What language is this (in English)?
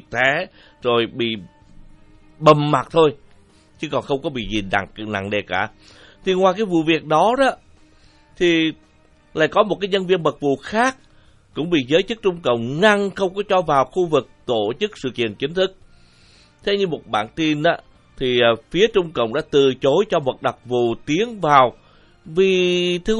Vietnamese